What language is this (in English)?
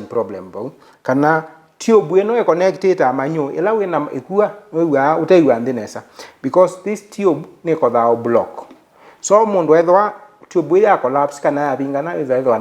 Kamba